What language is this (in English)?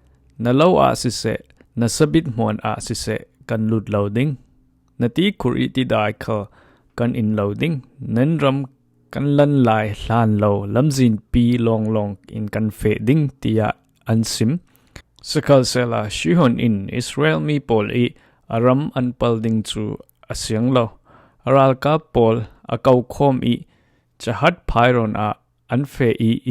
Falam Chin